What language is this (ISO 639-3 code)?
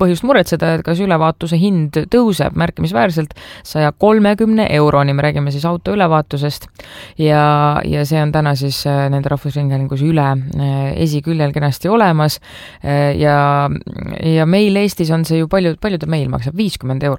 est